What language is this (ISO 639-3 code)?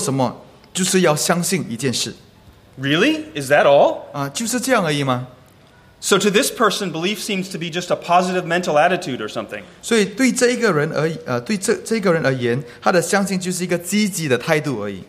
zho